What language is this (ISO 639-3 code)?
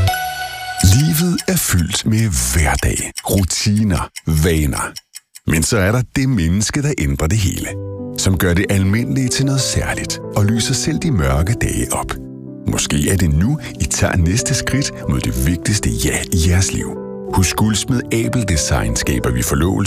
dan